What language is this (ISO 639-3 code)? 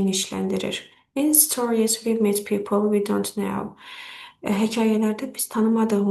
aze